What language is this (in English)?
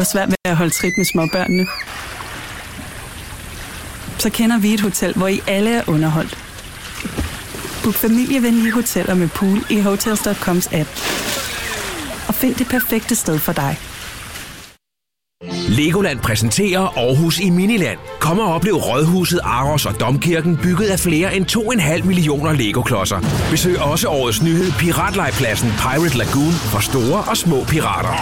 Danish